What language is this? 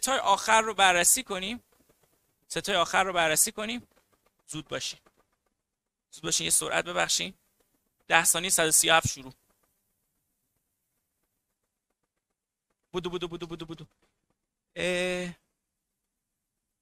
Persian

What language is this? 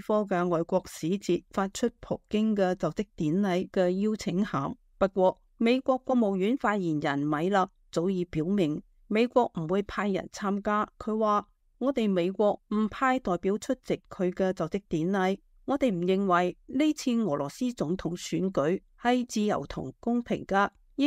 Cantonese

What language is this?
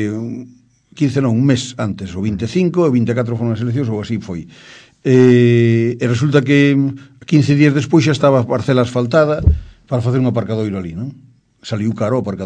Galician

